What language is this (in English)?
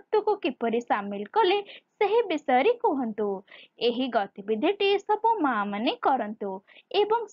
Odia